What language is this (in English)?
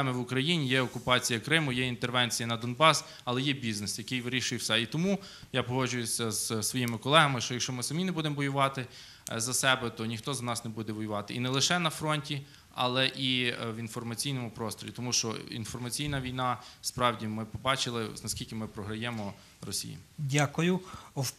Ukrainian